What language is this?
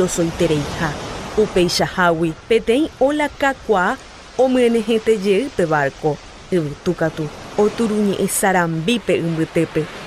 Guarani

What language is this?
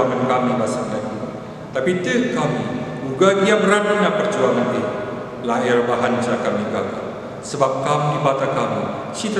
Batak Karo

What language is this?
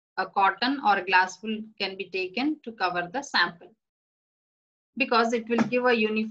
English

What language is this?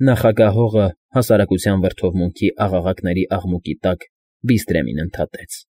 Armenian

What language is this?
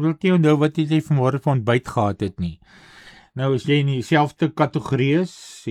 Afrikaans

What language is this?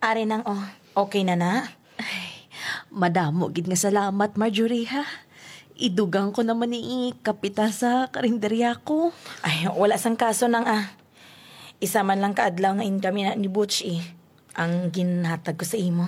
Hiligaynon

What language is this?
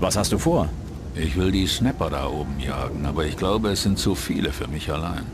Bavarian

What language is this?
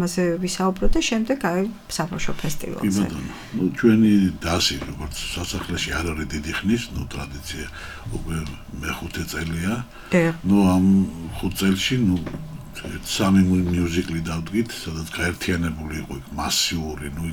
Georgian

